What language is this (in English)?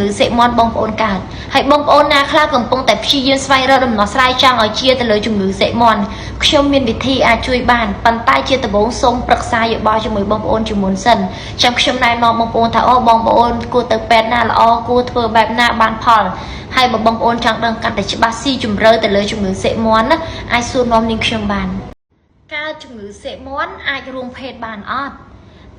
Khmer